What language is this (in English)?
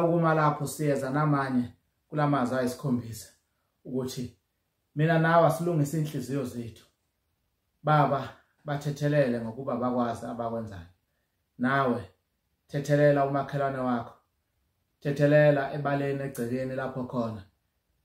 Zulu